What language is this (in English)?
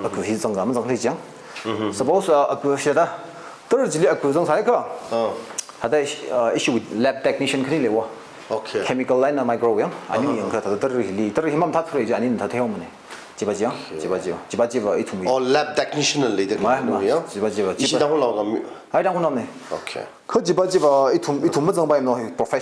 Tangkhul Naga (India)